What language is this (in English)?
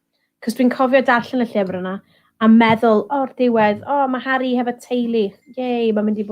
Welsh